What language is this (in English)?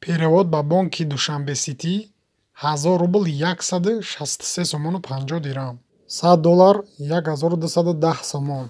Tajik